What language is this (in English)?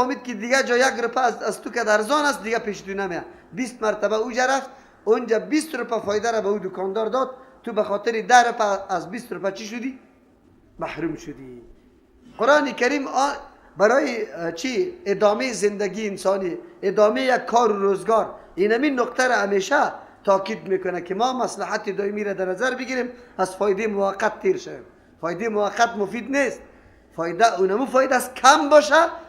Persian